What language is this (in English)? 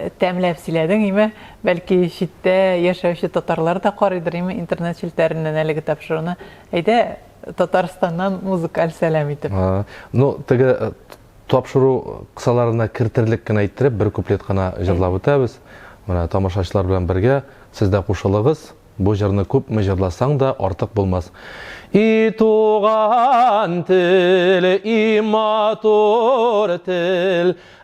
Tatar